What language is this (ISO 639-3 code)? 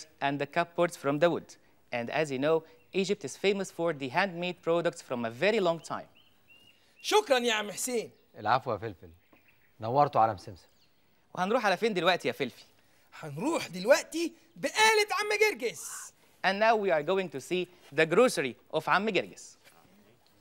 arz